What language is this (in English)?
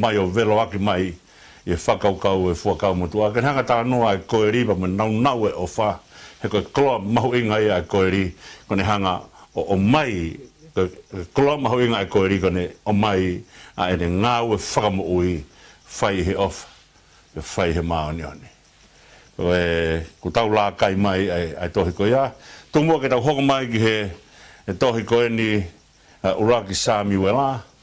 Tongan